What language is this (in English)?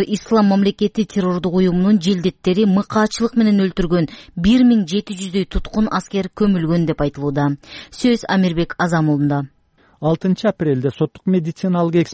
Kyrgyz